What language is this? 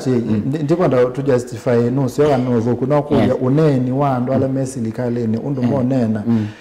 Kamba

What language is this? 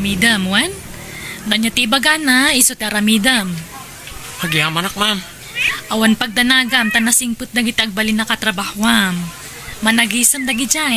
Iloko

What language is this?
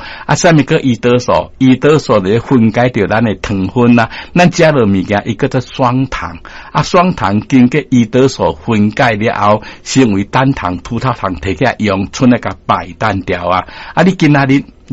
Min Nan Chinese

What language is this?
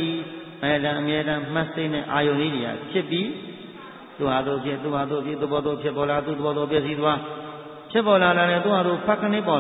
Burmese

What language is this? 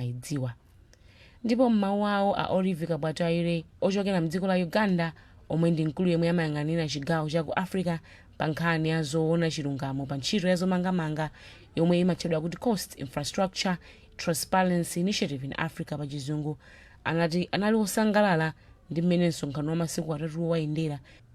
Nyanja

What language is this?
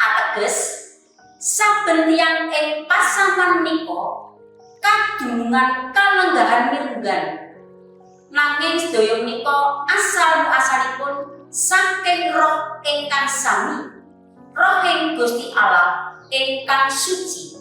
Javanese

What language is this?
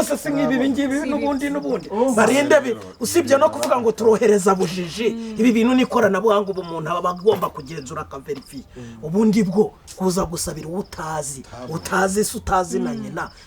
Kinyarwanda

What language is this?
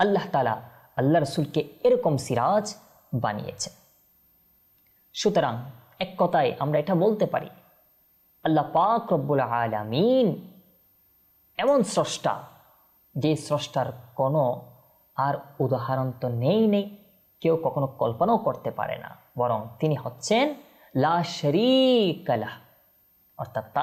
Bangla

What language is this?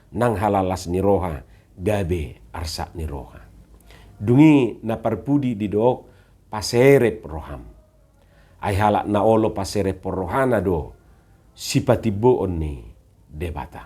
Batak Toba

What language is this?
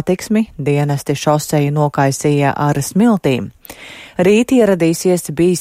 Latvian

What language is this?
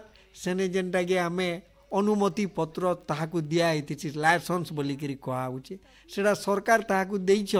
Odia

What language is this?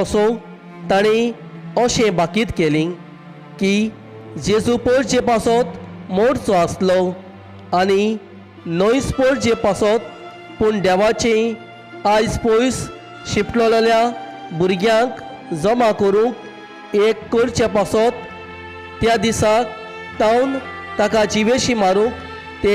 Konkani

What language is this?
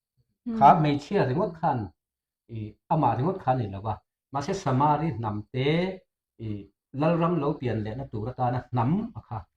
Mizo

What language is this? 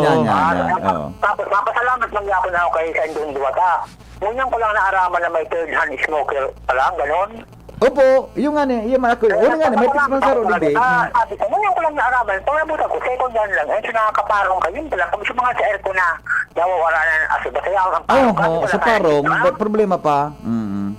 Bikol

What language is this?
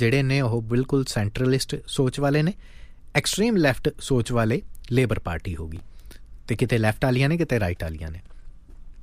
Punjabi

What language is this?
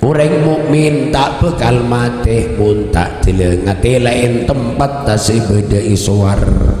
Madurese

